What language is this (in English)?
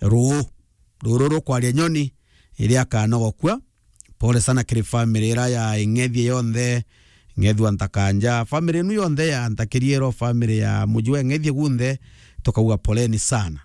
Meru